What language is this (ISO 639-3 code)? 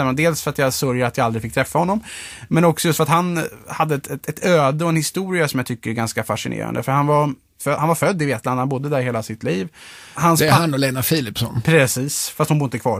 swe